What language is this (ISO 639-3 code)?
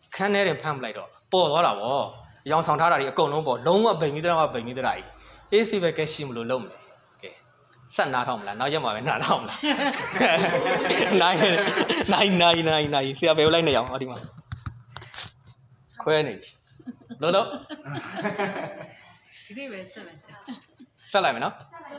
mya